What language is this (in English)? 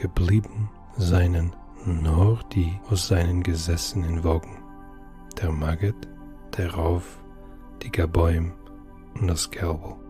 Yiddish